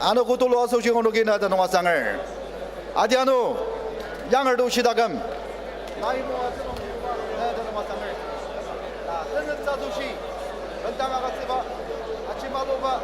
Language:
Ao Naga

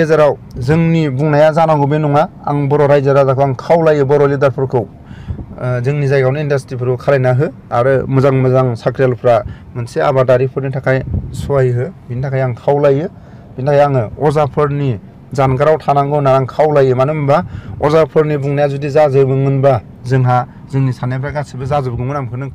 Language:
Bodo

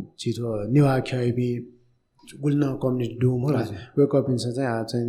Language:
Newari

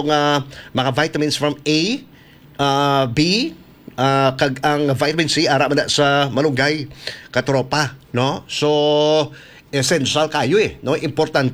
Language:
Hiligaynon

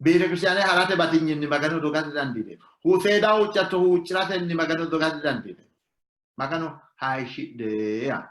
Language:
Sidamo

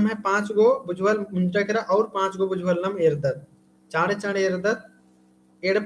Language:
Kurukh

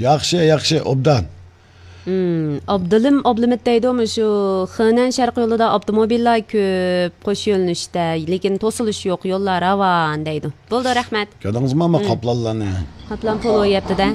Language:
Uyghur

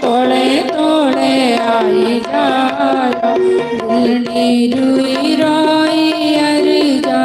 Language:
Dogri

